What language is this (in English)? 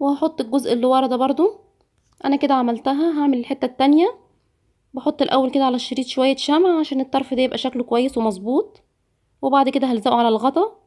Egyptian Arabic